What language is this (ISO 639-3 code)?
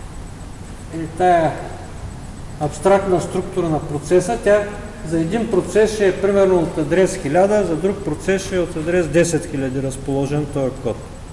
bul